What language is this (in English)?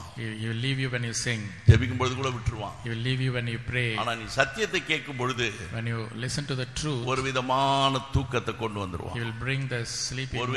Tamil